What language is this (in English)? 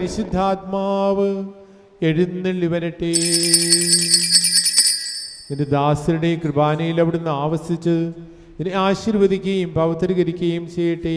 Malayalam